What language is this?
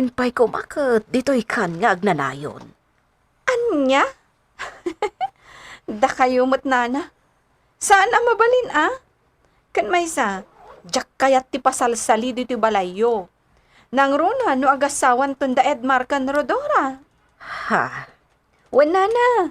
Iloko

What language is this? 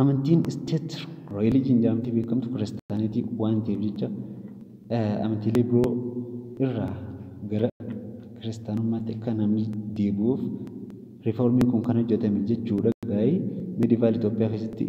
Oromo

